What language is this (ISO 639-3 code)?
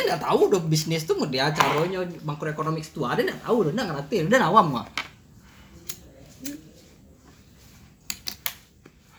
ind